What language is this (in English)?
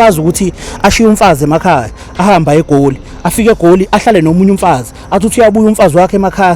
Zulu